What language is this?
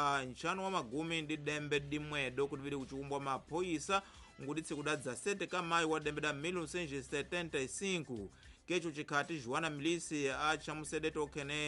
Tsonga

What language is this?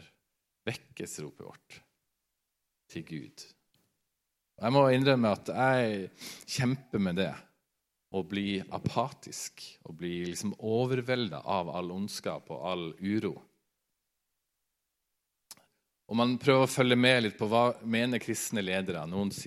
Norwegian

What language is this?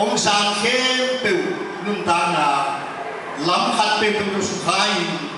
Tedim Chin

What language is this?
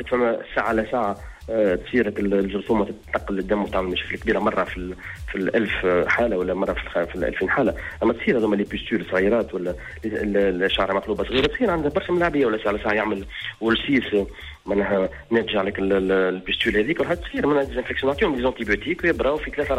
Tunisian Arabic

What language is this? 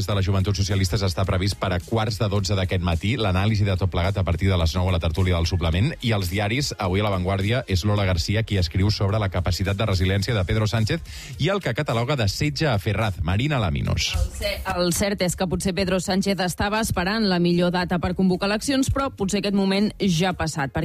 Catalan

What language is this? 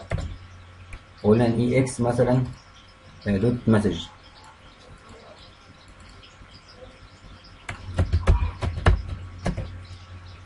Egyptian Arabic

